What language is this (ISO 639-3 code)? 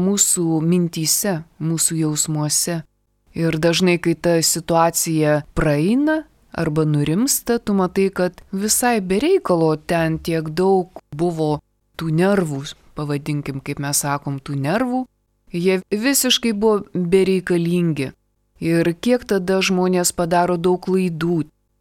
lit